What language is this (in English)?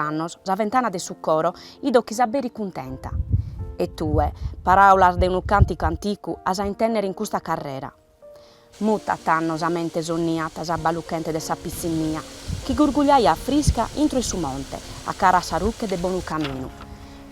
Sardinian